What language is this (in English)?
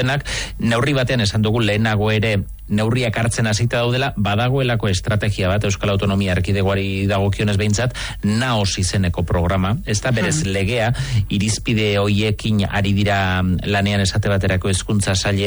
Basque